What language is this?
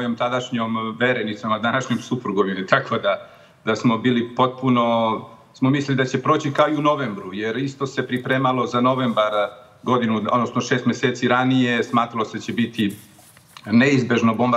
Serbian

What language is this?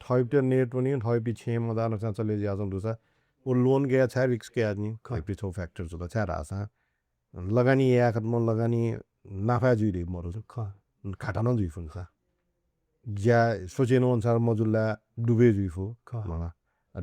Newari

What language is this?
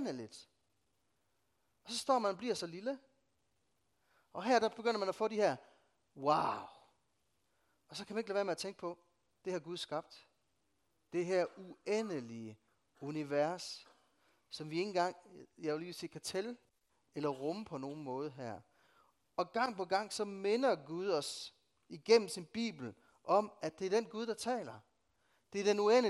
Danish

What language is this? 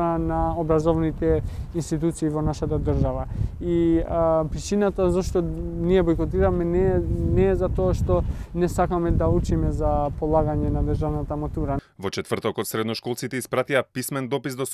Macedonian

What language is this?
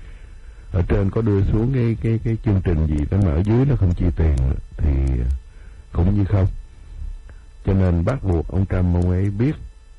Vietnamese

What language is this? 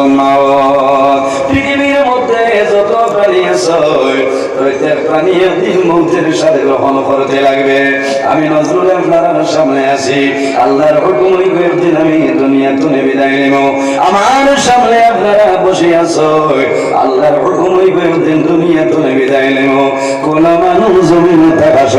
Sylheti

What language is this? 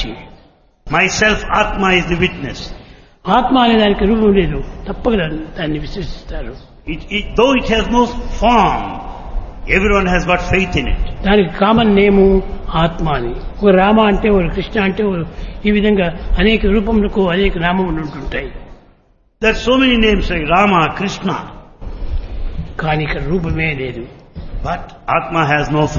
Telugu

